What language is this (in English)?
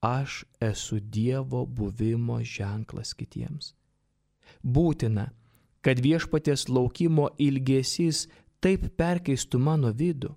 Lithuanian